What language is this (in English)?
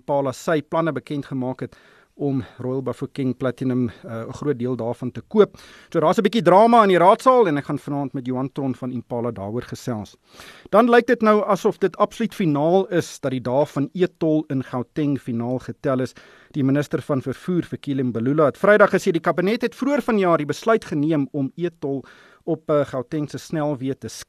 Afrikaans